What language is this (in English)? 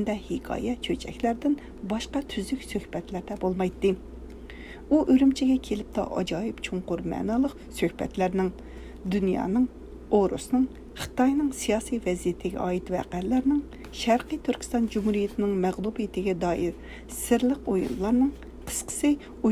Uyghur